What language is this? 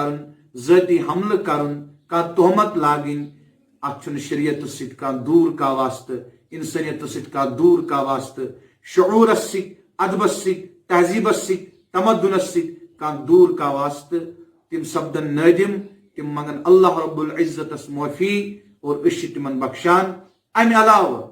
Kashmiri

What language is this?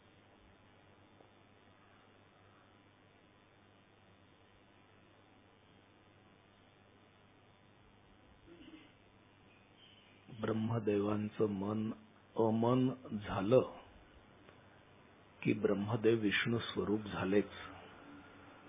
Marathi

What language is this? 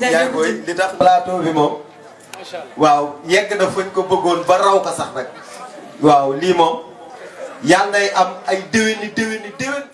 Wolof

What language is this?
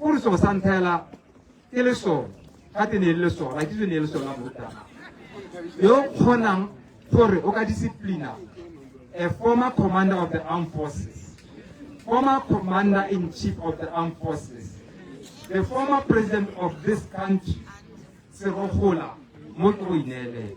Tswana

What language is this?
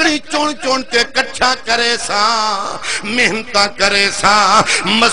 Saraiki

